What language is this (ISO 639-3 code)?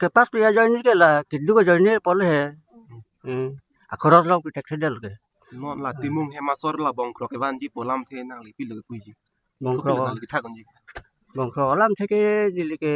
mjw